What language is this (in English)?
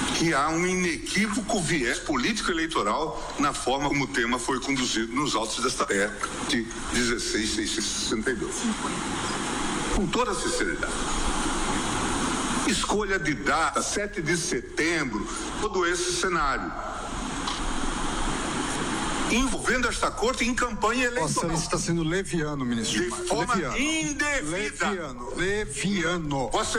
Portuguese